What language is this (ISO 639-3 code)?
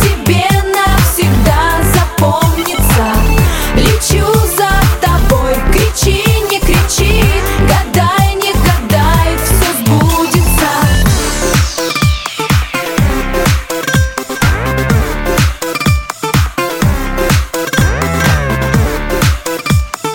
rus